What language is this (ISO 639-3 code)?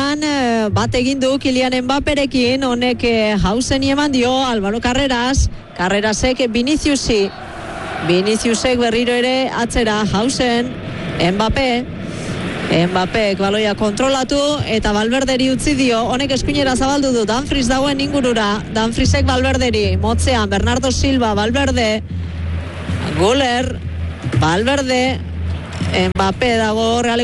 eus